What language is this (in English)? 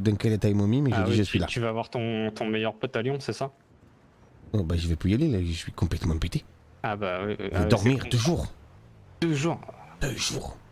French